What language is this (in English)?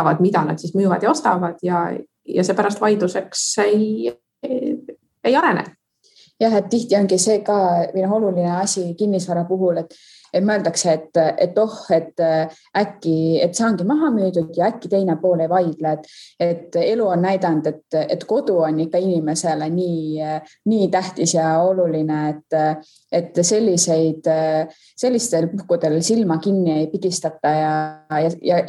Estonian